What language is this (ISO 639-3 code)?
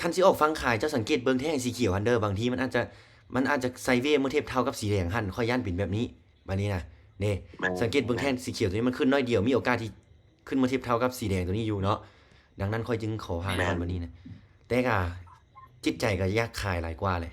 lao